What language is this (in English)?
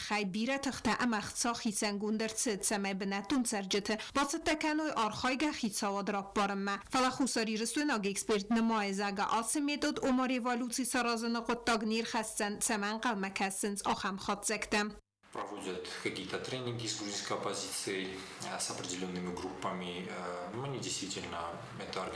Ossetic